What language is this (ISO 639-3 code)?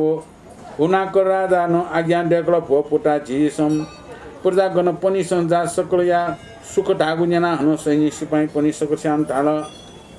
new